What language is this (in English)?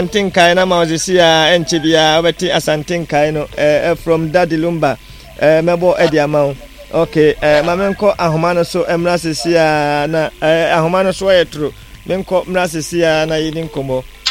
Akan